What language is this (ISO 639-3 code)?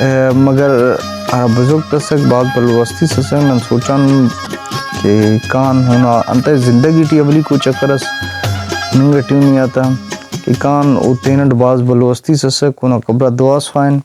brh